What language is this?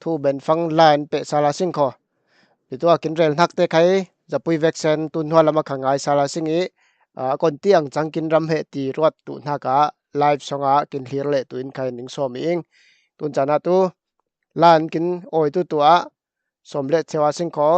Falam Chin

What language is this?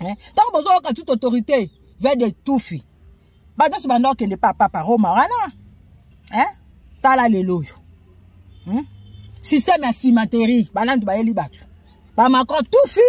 Lingala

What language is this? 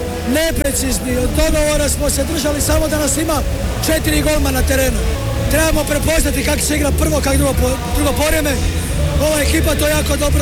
Croatian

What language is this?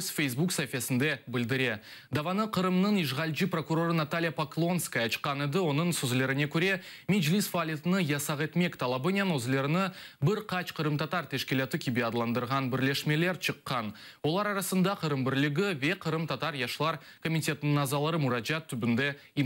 Crimean Tatar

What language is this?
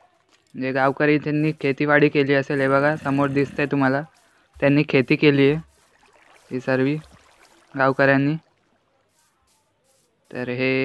Marathi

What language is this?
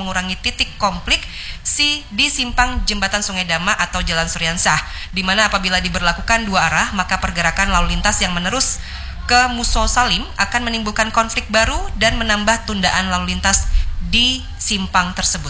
Indonesian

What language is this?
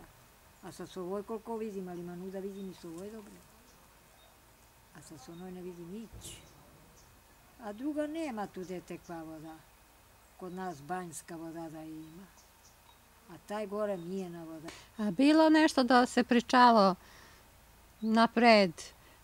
Serbian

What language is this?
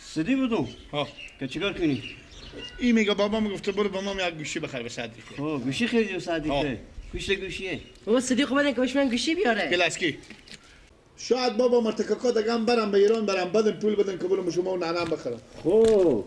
Persian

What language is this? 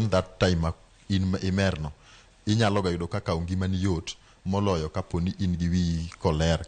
Luo (Kenya and Tanzania)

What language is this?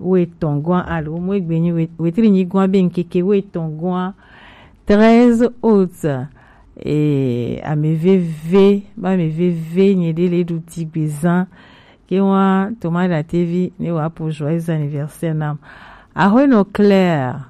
Gen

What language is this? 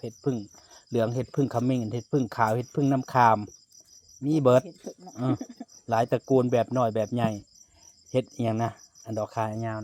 Northeastern Thai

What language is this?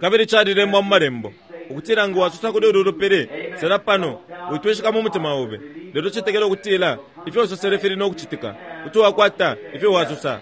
Bemba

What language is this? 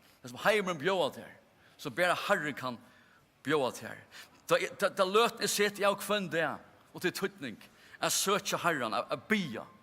Faroese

